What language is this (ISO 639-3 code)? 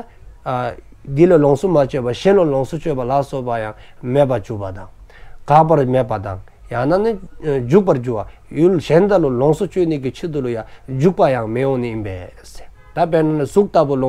dzo